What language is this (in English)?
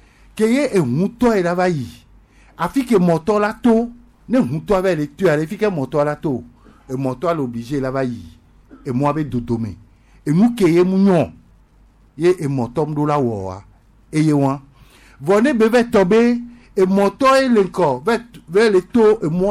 Gen